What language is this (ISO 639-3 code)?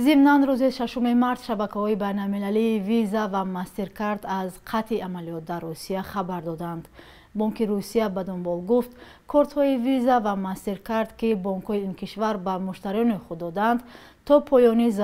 tgk